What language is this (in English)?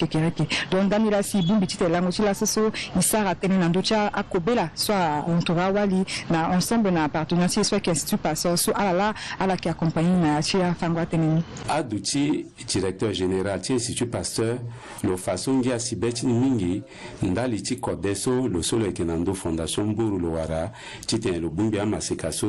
Sango